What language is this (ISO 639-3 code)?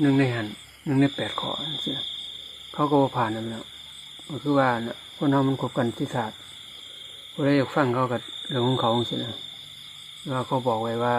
lao